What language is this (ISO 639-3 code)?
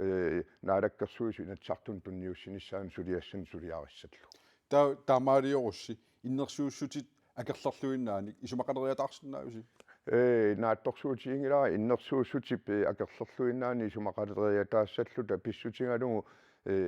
kal